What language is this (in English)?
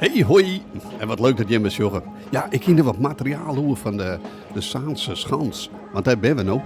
Western Frisian